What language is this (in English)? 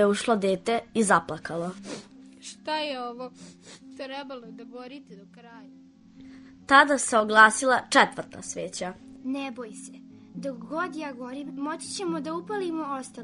Serbian